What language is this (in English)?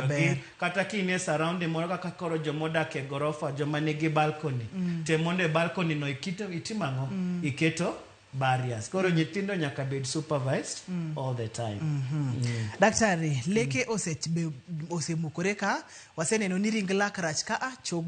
Luo (Kenya and Tanzania)